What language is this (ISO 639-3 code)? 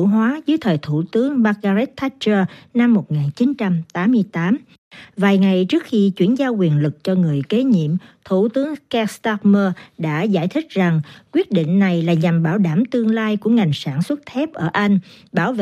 vie